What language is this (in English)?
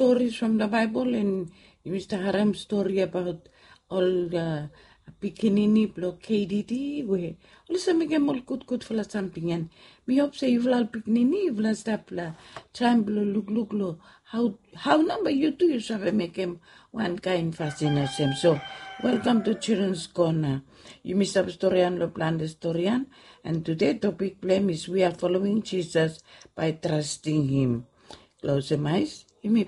Bislama